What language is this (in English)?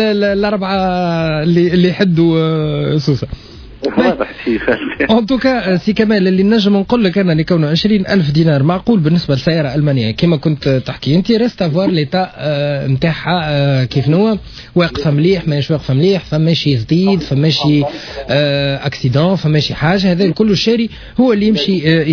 Tunisian Arabic